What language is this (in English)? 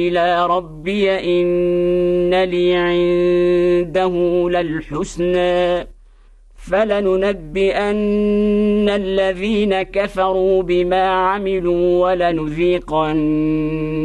Arabic